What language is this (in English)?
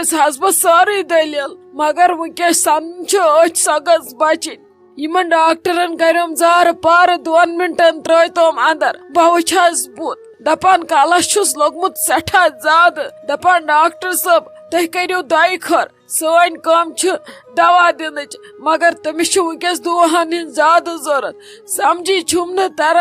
Kashmiri